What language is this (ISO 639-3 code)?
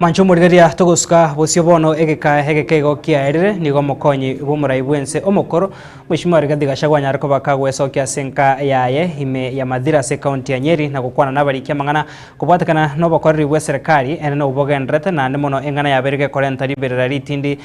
guz